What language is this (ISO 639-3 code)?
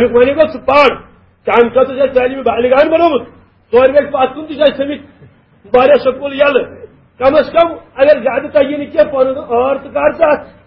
kas